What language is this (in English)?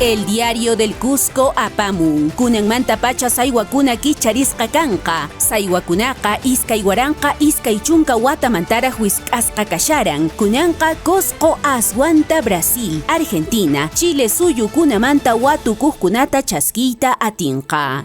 Quechua